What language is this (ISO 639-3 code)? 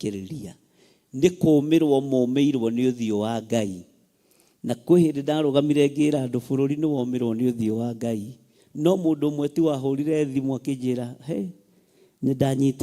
kik